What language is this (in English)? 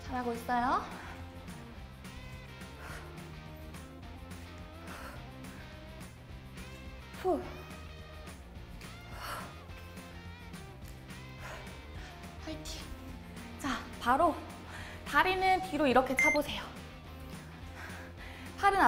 Korean